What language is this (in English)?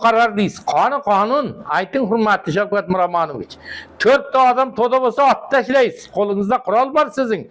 Uzbek